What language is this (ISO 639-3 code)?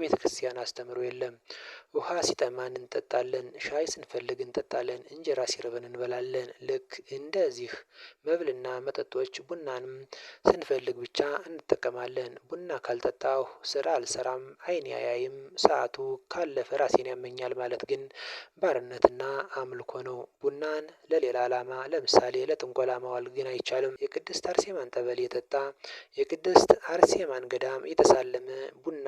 amh